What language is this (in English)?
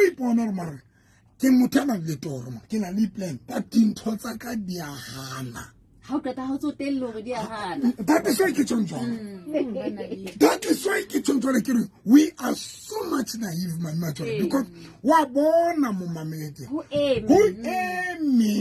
Southern Sotho